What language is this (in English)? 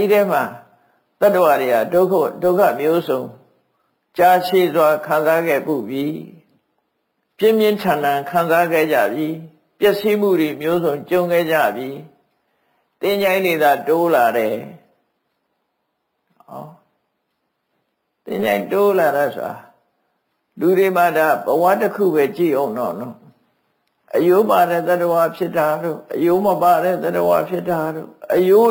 Burmese